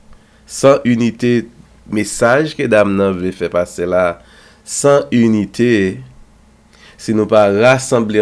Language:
Haitian Creole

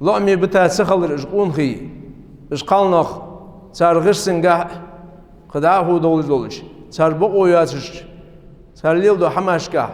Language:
Ingush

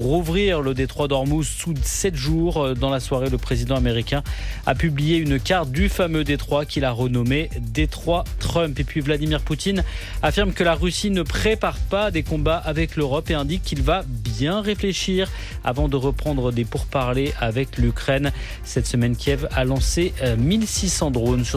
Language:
French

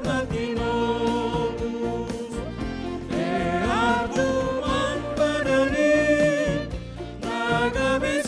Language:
Batak Simalungun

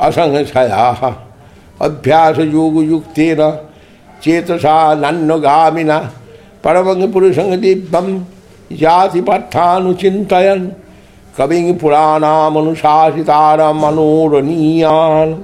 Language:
Sanskrit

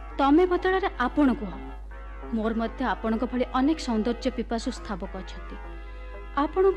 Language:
Odia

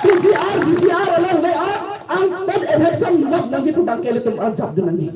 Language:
Karbi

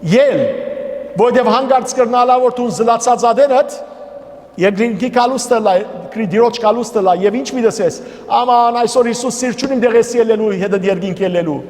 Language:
Western Armenian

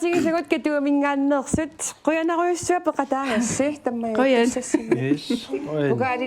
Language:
Kalaallisut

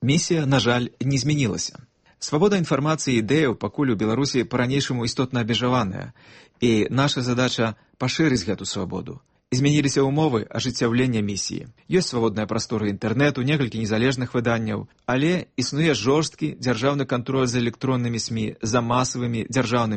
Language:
Belarusian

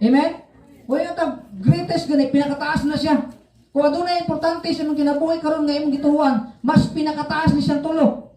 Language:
Cebuano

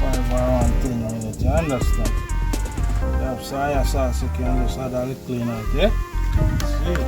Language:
Jamaican Creole English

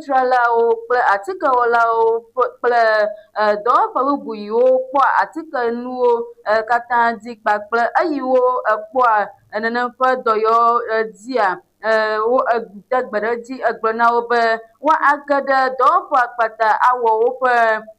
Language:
Ewe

